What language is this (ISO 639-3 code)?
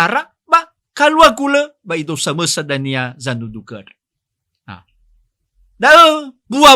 nia